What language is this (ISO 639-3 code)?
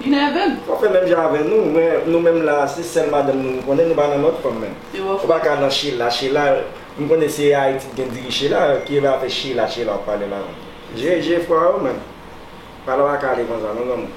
hat